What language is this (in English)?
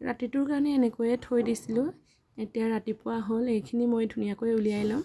Assamese